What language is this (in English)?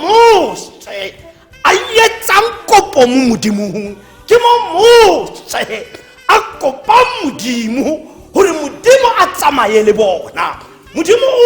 Tswana